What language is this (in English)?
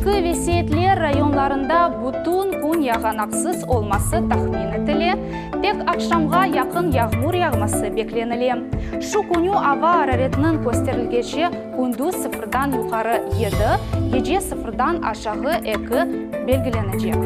Crimean Tatar